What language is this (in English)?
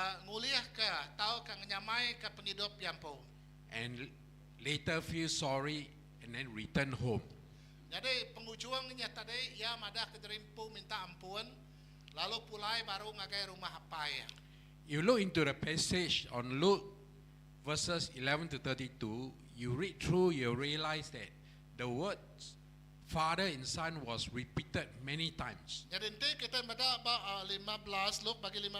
Iban